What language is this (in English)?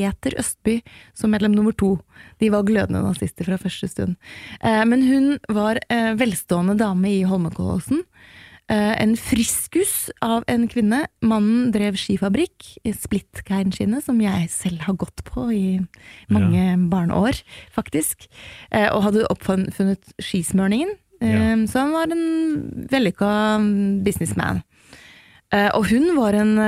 Norwegian